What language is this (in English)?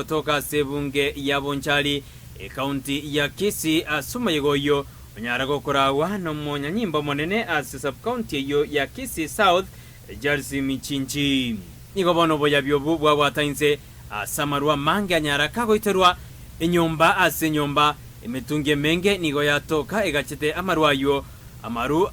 Gusii